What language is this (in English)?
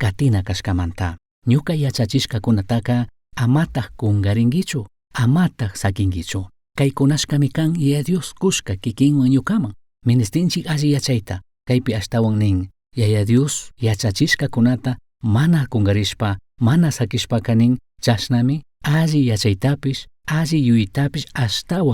Chimborazo Highland Quichua